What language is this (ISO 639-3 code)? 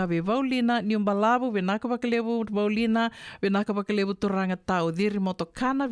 fij